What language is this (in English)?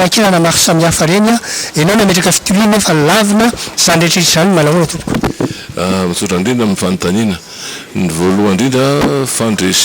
Malagasy